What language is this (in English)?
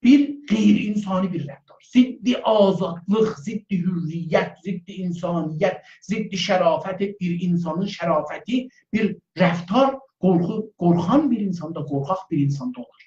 South Azerbaijani